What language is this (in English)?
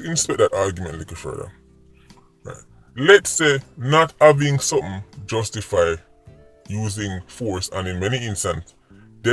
Jamaican Creole English